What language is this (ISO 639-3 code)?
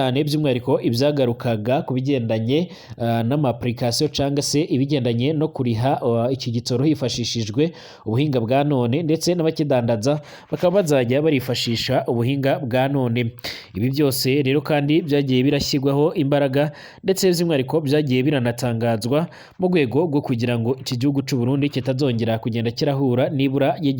run